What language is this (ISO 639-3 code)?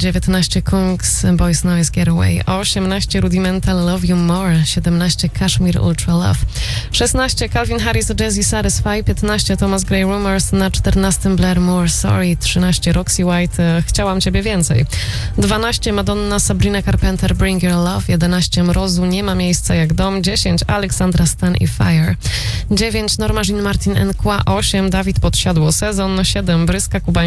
pol